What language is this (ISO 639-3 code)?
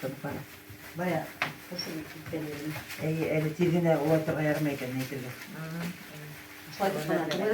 bak